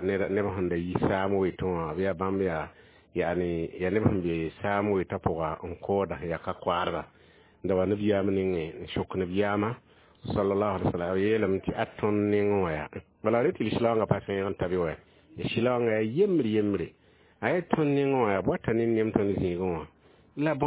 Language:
Mossi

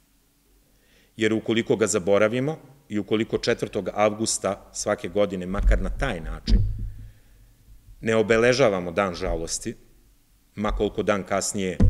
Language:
Serbian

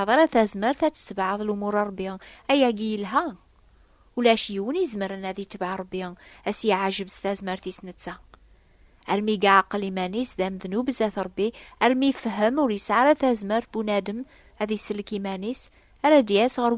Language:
Kabyle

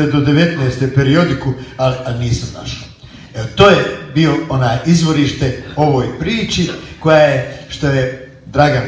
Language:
Croatian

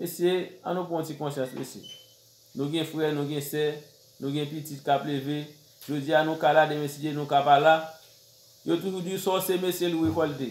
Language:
Haitian Creole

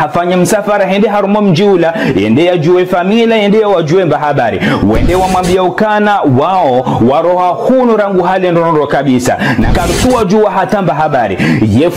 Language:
Ngazidja Comorian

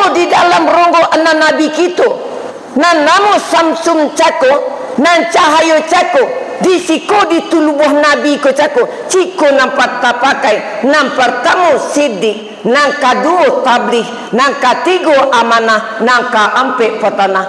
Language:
Minangkabau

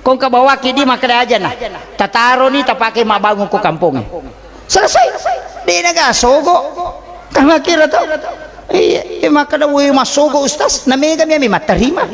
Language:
Buginese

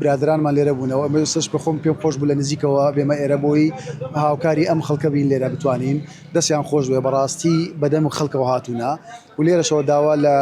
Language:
Central Kurdish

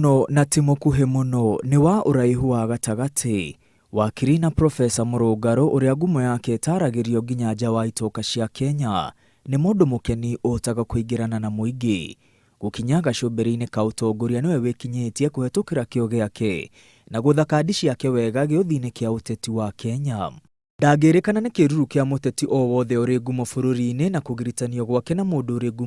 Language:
Kikuyu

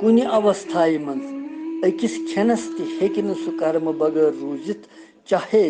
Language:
Kashmiri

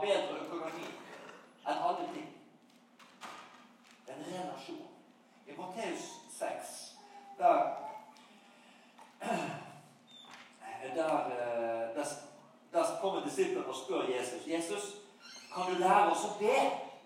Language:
Norwegian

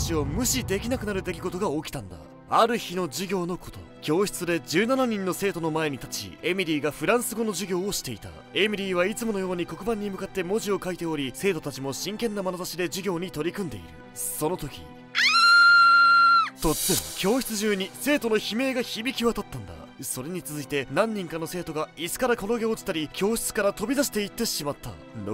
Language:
Japanese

